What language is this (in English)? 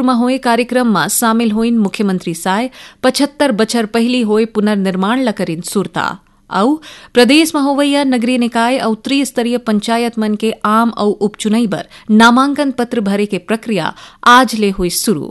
Chhattisgarhi